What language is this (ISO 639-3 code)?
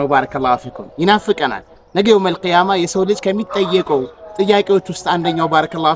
amh